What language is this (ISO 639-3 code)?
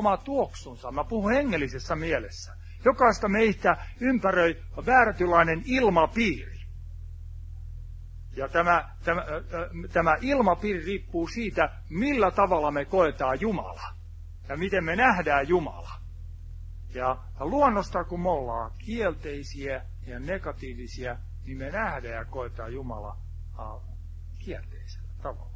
fin